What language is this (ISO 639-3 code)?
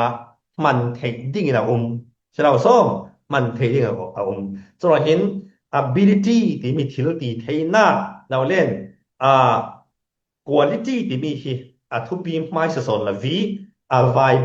cfm